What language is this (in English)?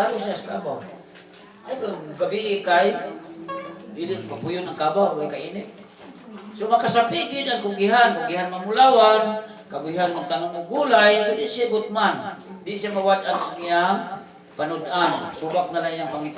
Cebuano